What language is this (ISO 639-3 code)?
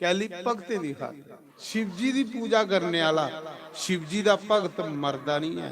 doi